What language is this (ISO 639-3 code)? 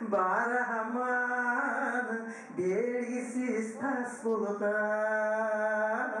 kum